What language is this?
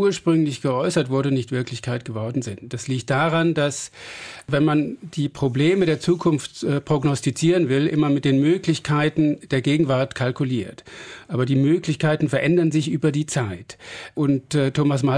German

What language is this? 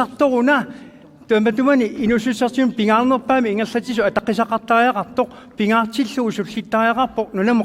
Kalaallisut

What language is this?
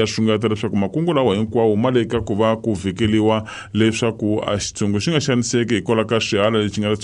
Tsonga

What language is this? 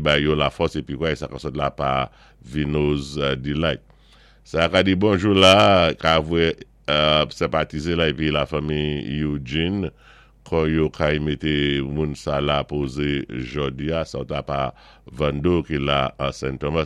Saint Lucian Creole French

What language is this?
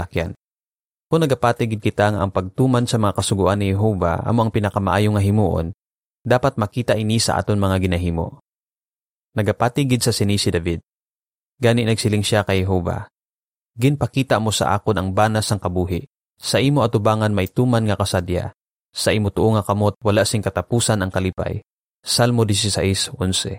Hiligaynon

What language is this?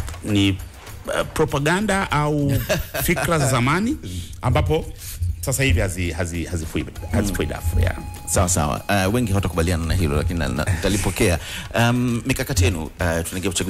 Swahili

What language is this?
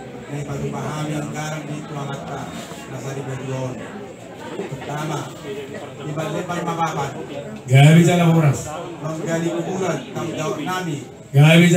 Batak Toba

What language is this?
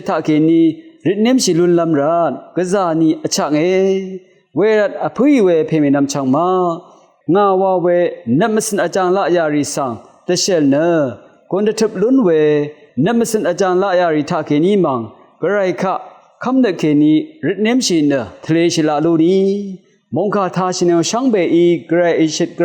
Rawang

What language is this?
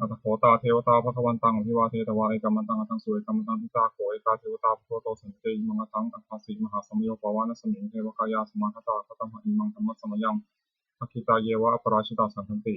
Pali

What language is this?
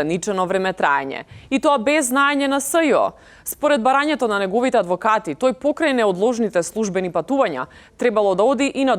Macedonian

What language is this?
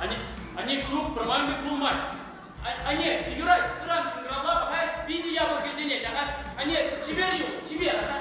Chuvash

